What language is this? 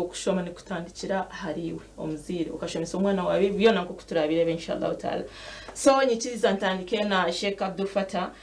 Nyankole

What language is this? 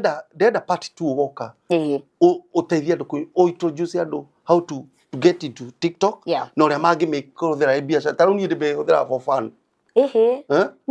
Kikuyu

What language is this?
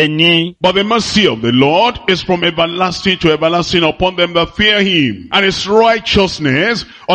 Ewe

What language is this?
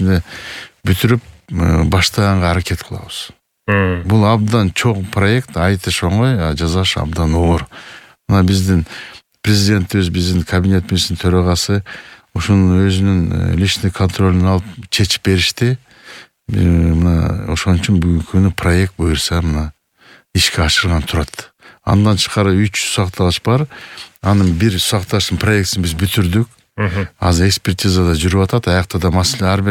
Kyrgyz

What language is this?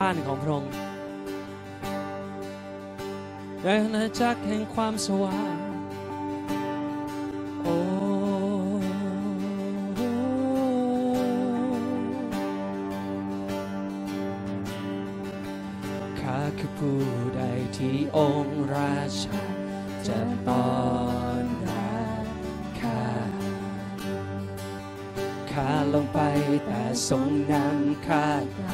Thai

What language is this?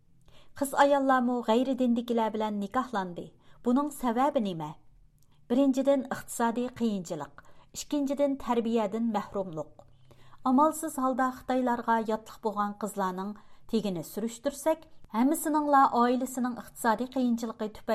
Uyghur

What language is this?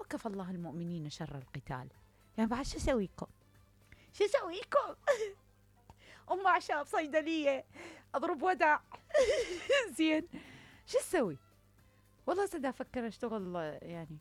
Mesopotamian Arabic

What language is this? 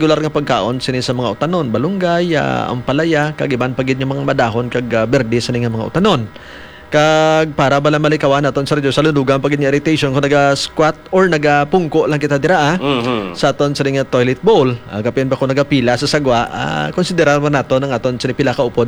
Hiligaynon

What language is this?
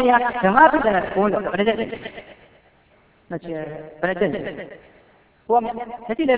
Burmese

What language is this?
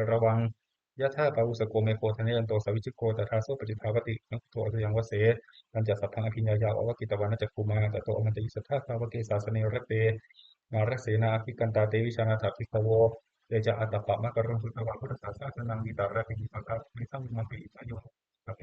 Pali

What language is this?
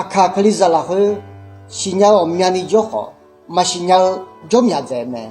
Akha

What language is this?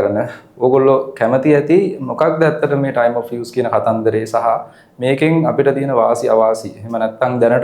Sinhala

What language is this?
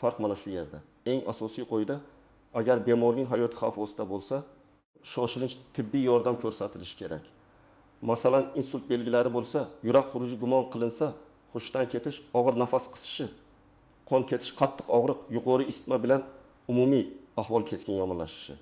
Uzbek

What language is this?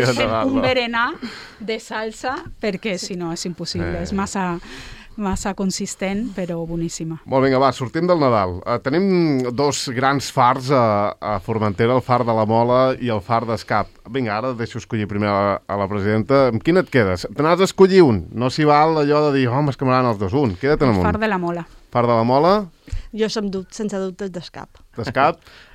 Catalan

